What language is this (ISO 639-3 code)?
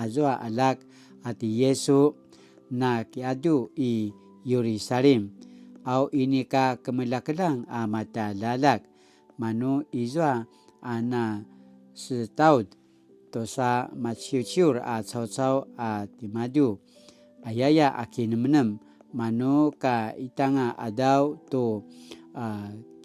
pwn